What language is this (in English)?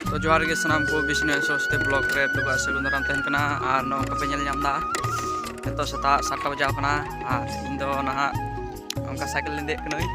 Santali